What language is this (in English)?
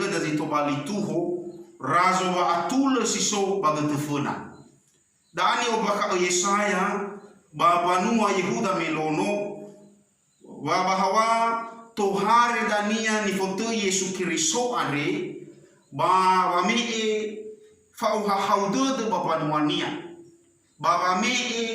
Nias